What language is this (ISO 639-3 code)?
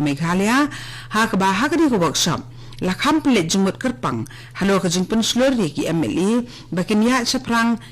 kha